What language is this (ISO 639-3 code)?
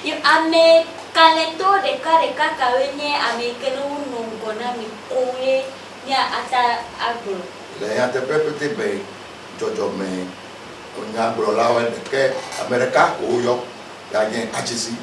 ewe